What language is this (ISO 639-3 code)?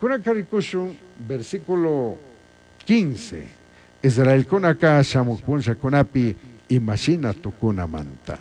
qug